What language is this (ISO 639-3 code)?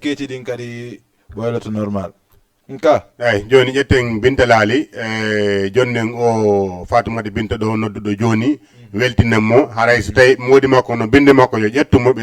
ful